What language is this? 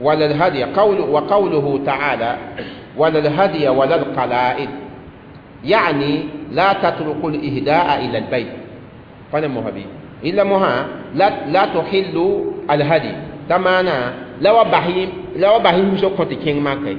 Mossi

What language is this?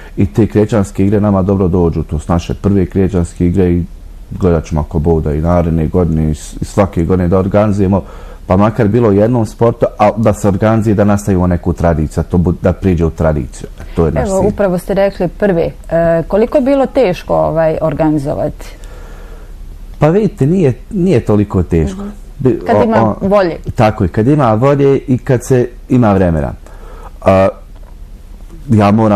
Bosnian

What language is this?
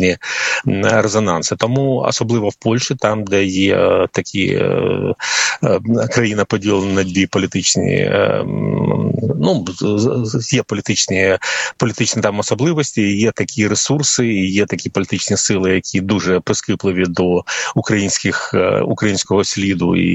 Ukrainian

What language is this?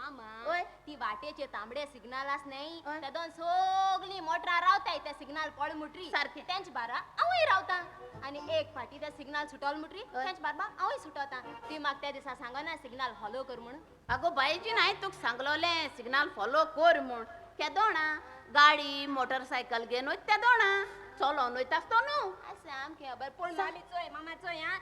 Konkani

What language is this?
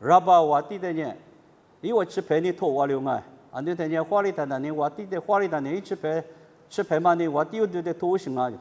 Lisu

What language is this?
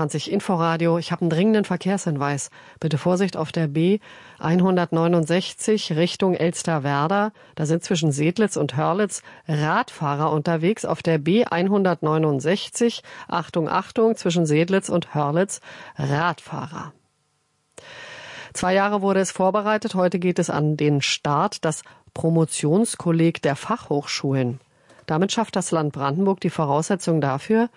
German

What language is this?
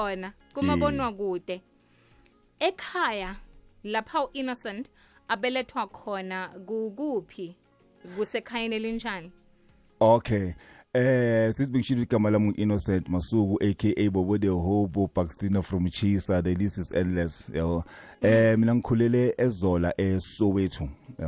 South Ndebele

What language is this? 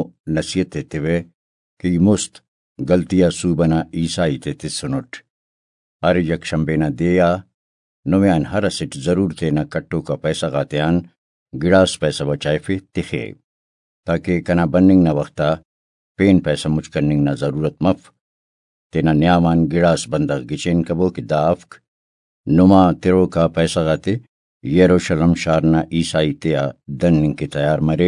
Brahui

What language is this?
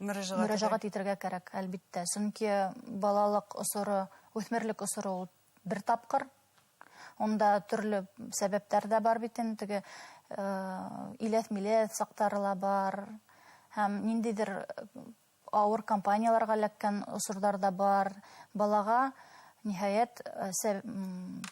Bashkir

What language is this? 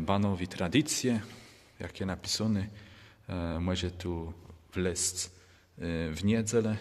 Kashubian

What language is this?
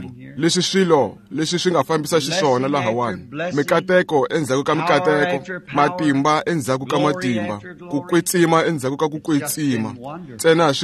Tsonga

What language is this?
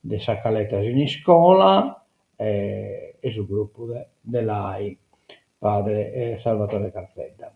Sardinian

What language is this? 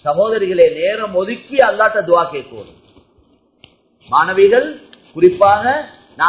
Tamil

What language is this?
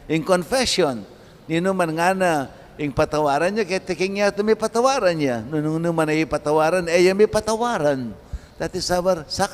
Pampanga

